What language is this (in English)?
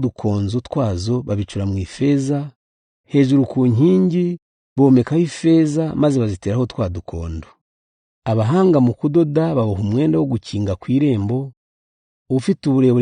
Kinyarwanda